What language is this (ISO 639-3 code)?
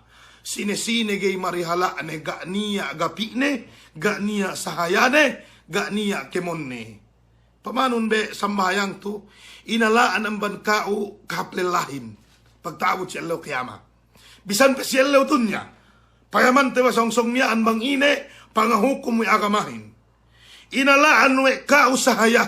yka